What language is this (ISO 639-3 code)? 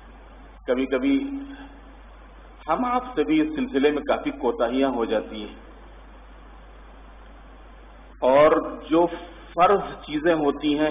urd